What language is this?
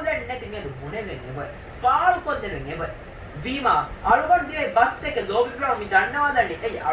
Divehi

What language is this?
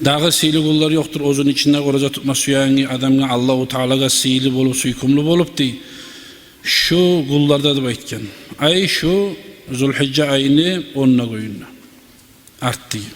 Kumyk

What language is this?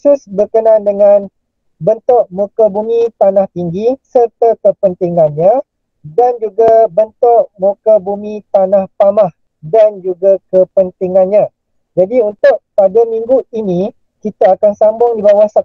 Malay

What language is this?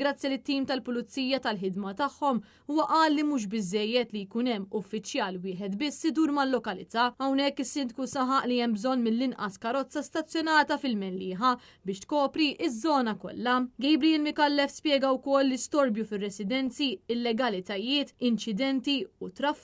Maltese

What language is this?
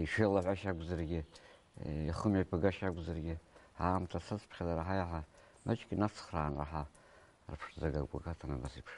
Abkhazian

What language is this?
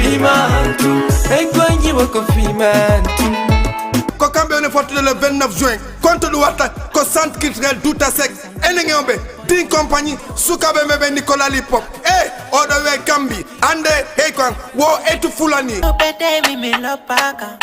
Fula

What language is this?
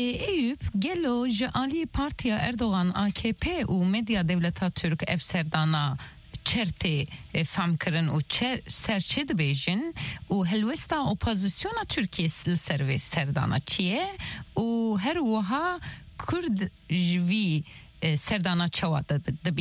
Kurdish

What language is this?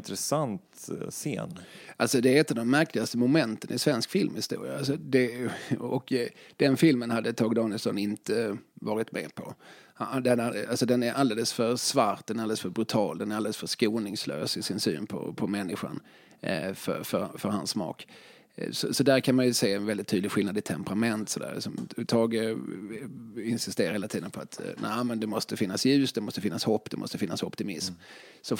Swedish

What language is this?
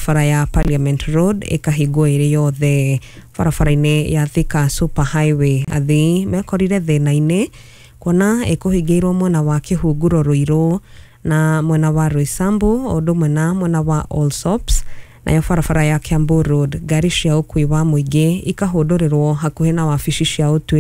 Kikuyu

